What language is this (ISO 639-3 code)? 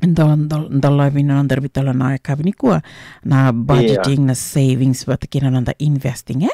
fij